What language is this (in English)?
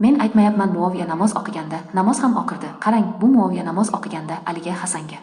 Uzbek